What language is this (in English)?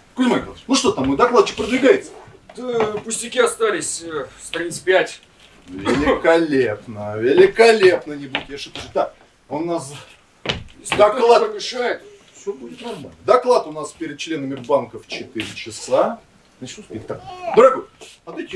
Russian